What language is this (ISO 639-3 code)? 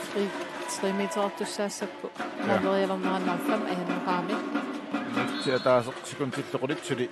kal